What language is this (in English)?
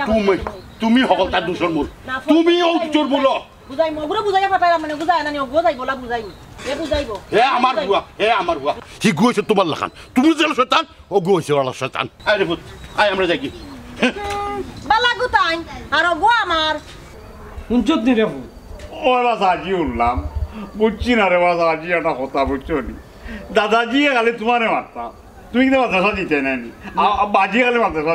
Sylheti